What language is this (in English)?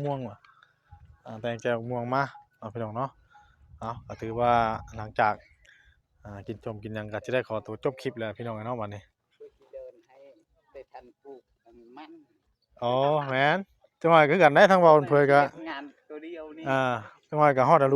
Northeastern Thai